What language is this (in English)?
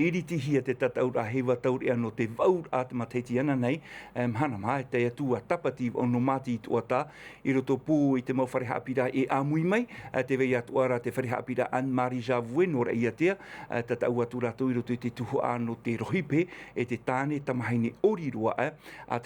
Tahitian